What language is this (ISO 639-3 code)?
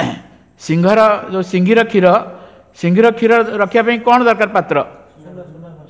ori